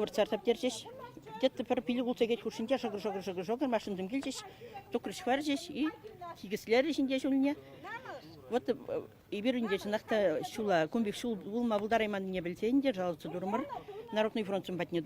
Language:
Chuvash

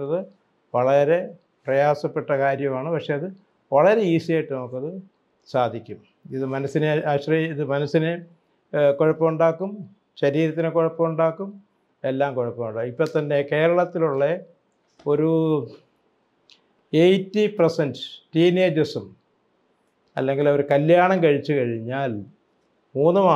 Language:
Malayalam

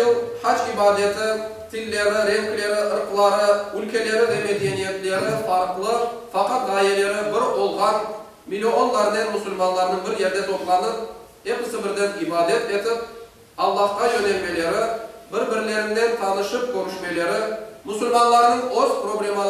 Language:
Crimean Tatar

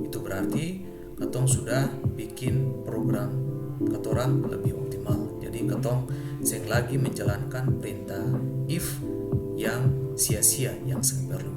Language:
Ambonese Malay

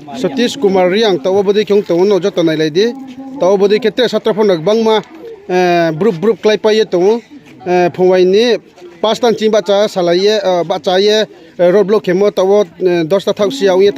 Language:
Riang (India)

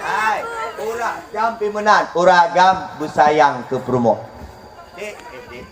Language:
Achinese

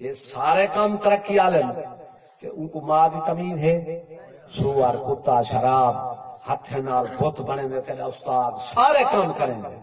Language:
Saraiki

